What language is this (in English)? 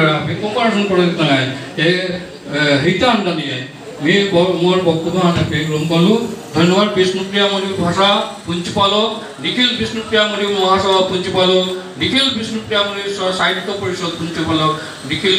Bishnupriya